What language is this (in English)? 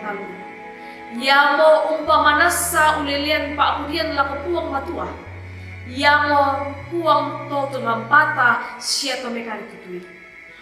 Toraja-Sa'dan